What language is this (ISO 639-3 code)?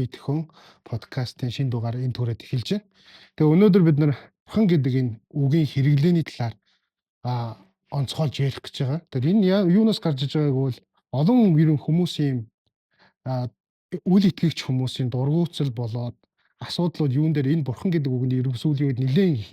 mon